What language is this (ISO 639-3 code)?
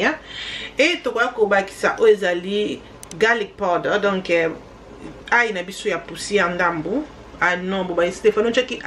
lin